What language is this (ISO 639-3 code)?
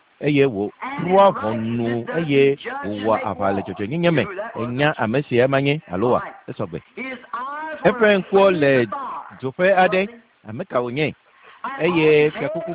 ewe